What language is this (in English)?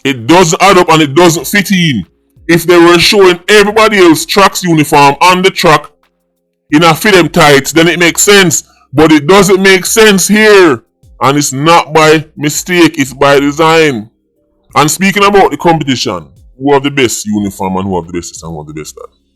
Jamaican Creole English